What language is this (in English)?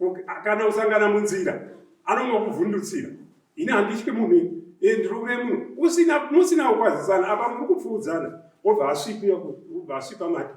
Shona